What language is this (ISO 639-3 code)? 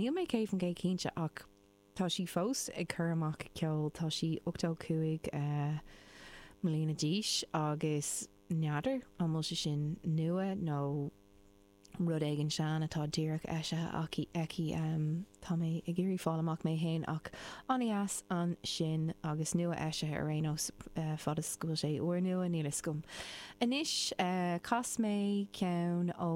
gle